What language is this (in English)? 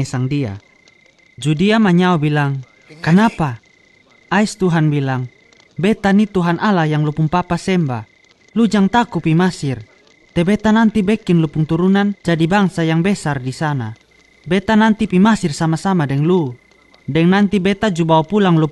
Kupang Malay